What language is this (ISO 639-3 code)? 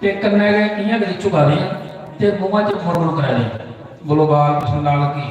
doi